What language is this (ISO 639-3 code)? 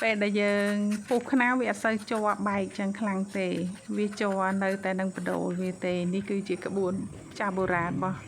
khm